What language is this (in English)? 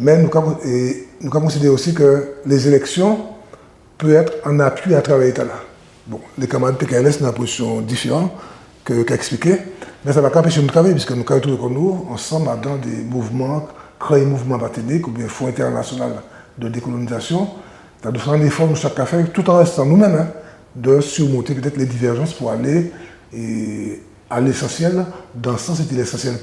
Guadeloupean Creole French